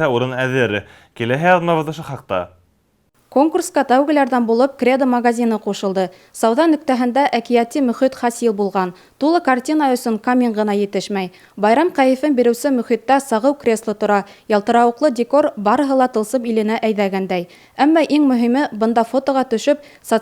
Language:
Bashkir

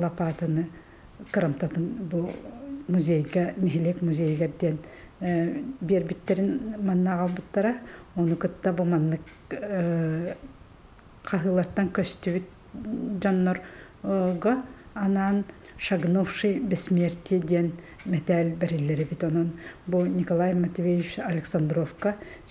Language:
Yakut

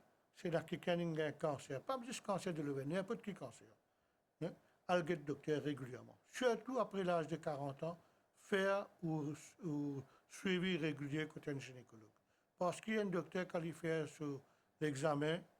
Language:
Morisyen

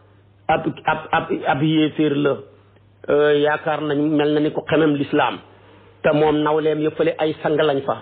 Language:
Wolof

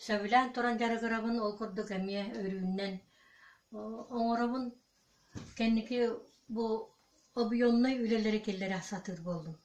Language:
Yakut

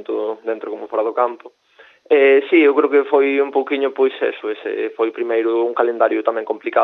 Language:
Galician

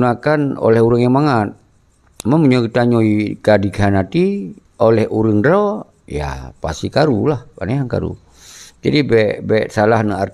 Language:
Achinese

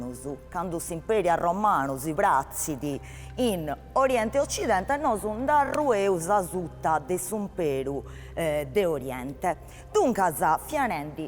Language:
Sardinian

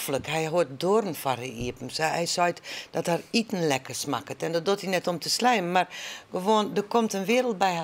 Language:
Western Frisian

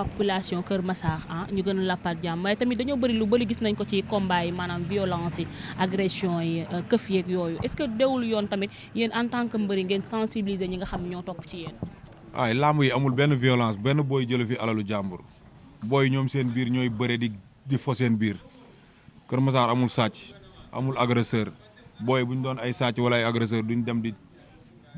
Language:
Wolof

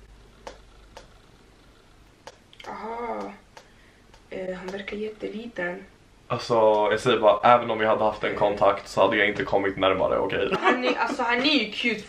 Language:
Swedish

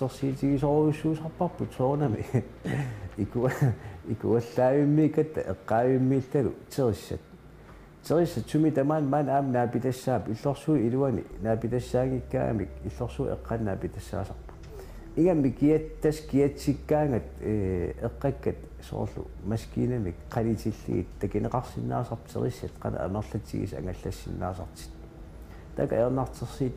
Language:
Kalaallisut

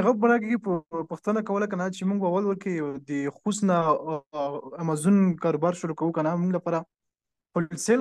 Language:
Pashto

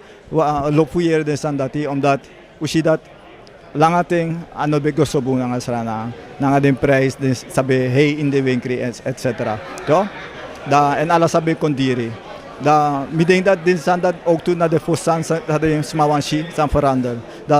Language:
Sranan Tongo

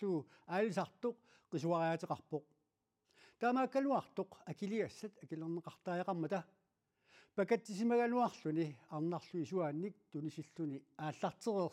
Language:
Kalaallisut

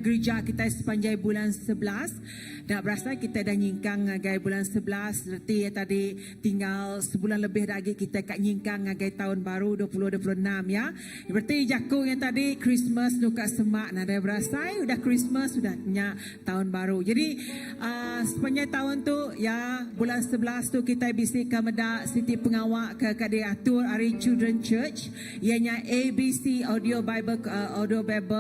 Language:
Iban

